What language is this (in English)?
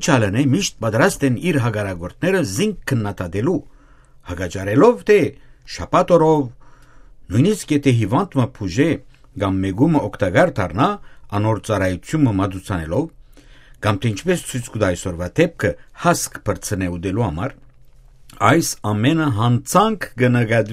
Western Armenian